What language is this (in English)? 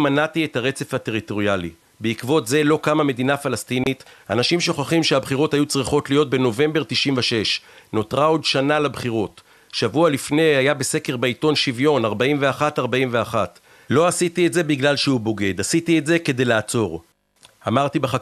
Hebrew